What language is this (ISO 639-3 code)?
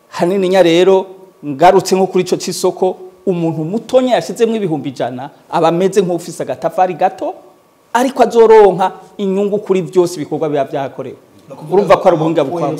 run